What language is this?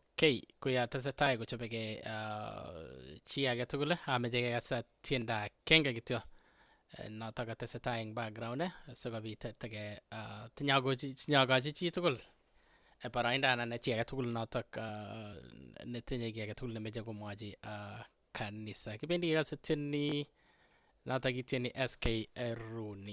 Kalenjin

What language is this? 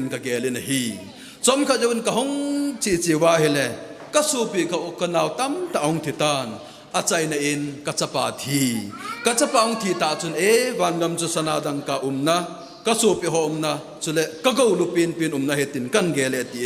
Thado Chin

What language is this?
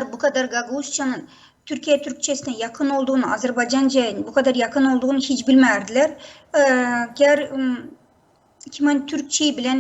Gagauz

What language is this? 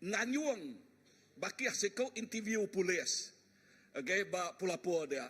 Iban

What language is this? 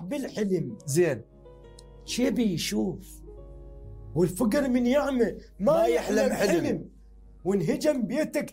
Mesopotamian Arabic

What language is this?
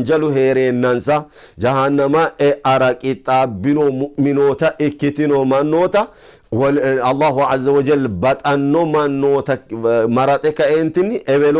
Sidamo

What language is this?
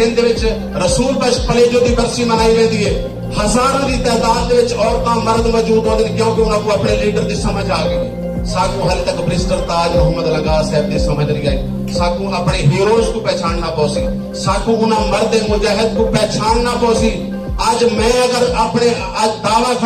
Saraiki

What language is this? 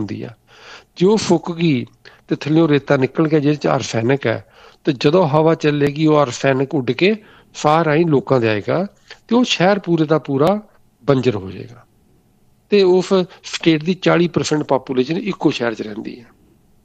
Punjabi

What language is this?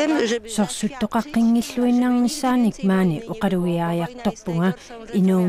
Kalaallisut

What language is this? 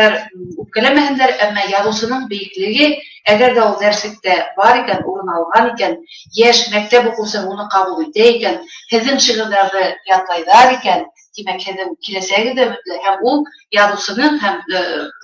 Bashkir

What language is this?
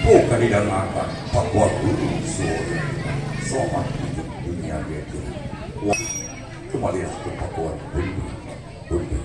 Minangkabau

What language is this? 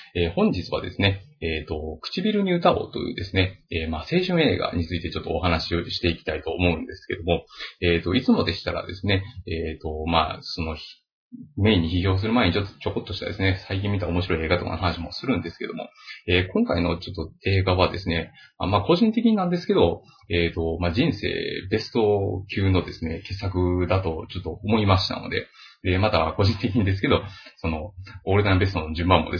Japanese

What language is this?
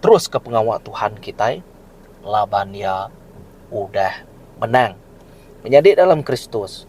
Iban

